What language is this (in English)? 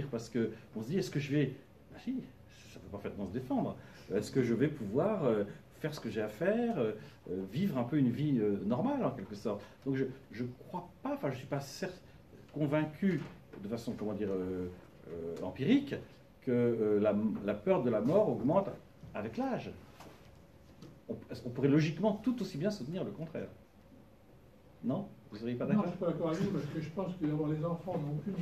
French